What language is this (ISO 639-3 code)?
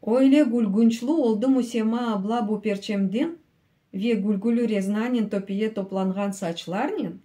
crh